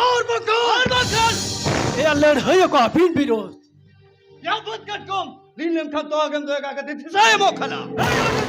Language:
Santali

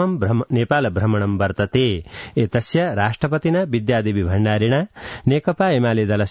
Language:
Sanskrit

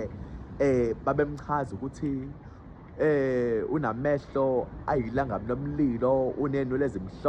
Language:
Zulu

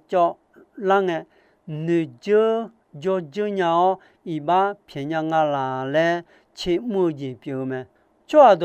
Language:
Akha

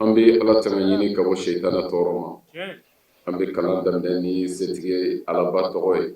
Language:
Bambara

